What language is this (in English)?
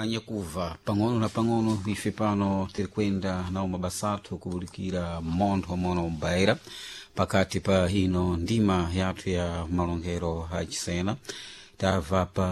Sena